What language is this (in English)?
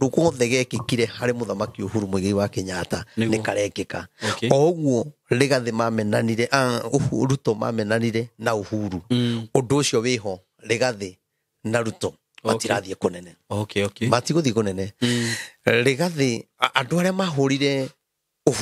Kikuyu